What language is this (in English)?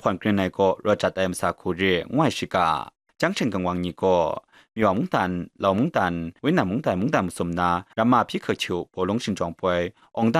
Kachin